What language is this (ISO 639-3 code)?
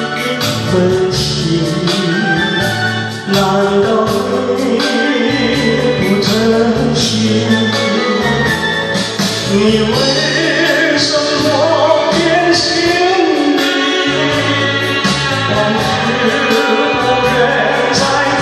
zho